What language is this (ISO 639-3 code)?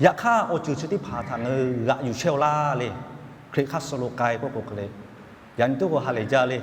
lhu